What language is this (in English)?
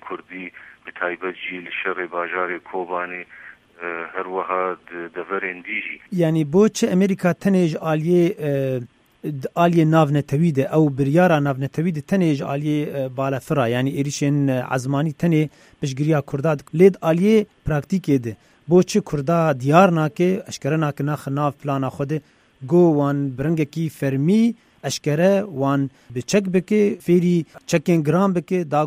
Kurdish